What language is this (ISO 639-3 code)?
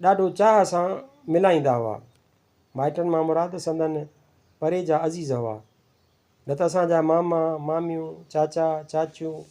snd